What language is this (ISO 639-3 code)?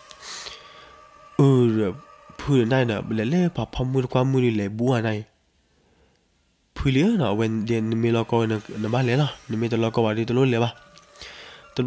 ksw